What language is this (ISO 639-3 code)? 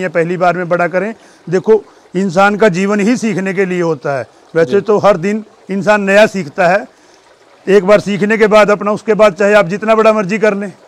hin